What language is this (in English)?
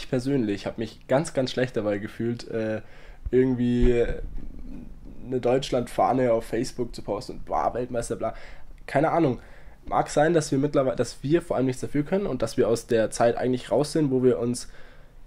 German